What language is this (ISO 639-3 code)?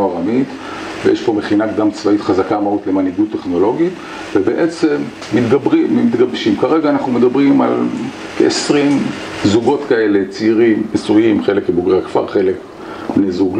heb